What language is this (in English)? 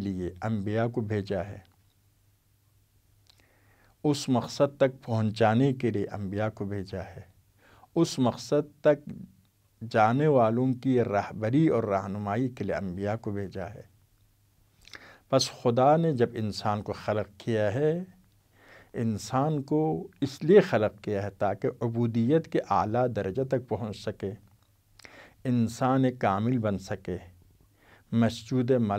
Urdu